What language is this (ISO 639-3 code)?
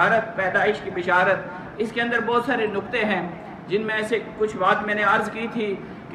urd